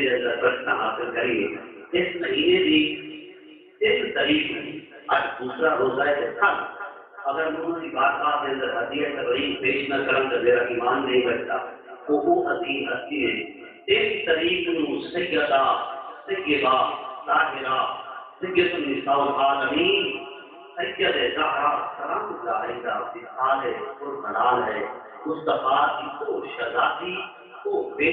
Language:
Saraiki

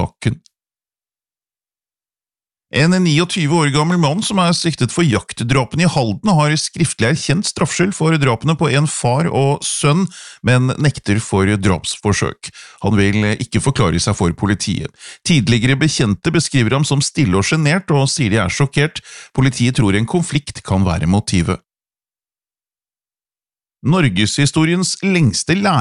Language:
Norwegian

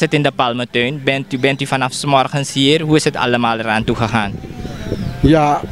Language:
Dutch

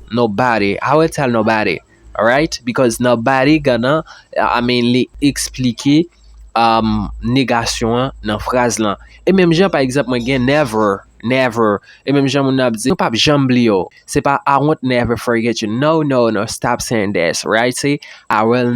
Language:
Haitian Creole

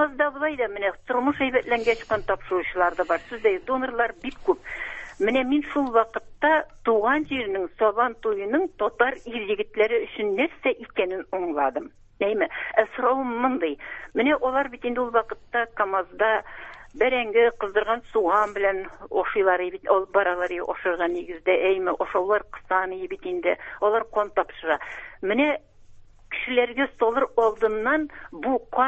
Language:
Tatar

